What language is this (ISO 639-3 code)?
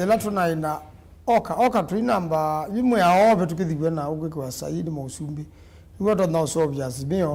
kam